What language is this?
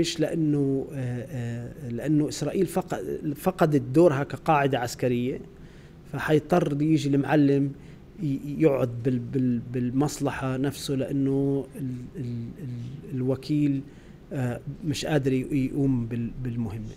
North Levantine Arabic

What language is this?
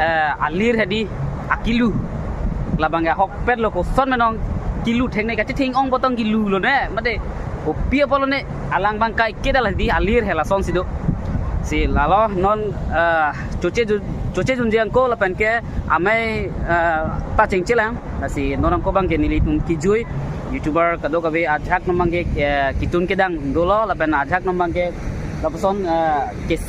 Karbi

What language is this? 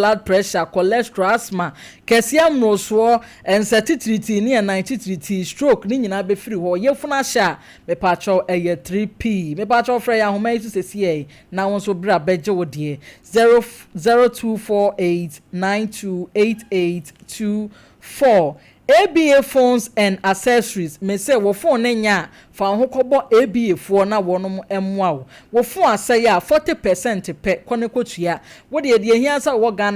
Akan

